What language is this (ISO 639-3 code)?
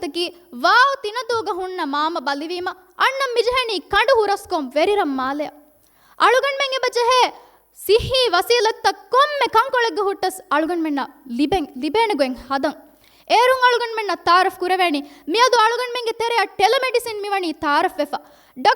div